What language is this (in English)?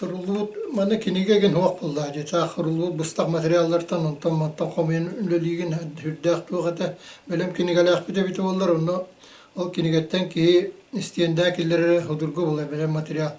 Yakut